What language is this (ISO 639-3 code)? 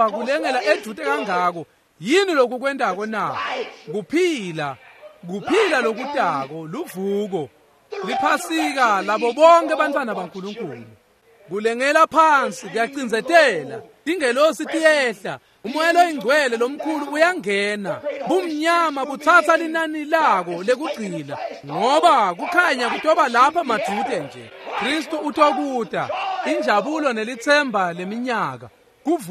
ssw